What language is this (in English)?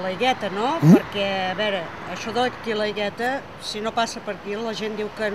Catalan